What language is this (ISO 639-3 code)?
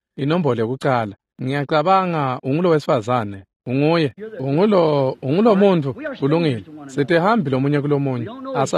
ssw